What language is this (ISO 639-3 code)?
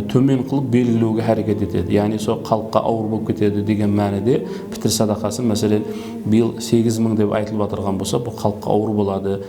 kaa